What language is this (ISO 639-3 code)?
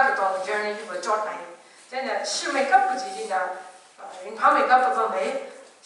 nmf